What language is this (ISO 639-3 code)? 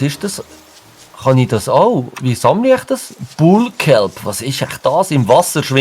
gsw